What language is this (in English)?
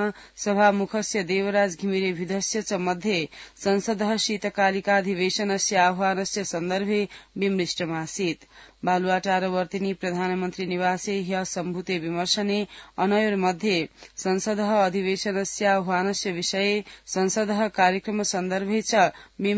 Sanskrit